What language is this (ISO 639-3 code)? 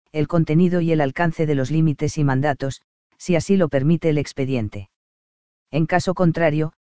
spa